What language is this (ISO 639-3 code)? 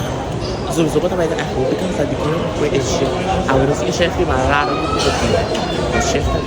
pap